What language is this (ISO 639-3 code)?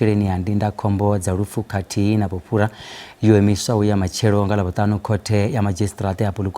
ven